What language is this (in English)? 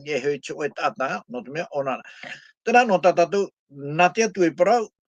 Tahitian